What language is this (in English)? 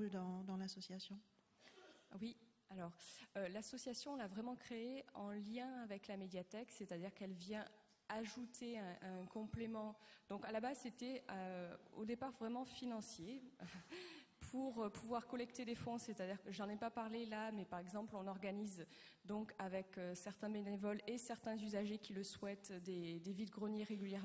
French